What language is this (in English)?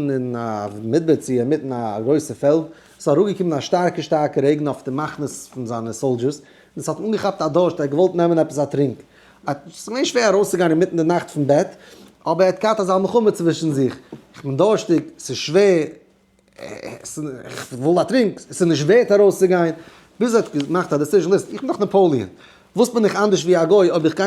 Yiddish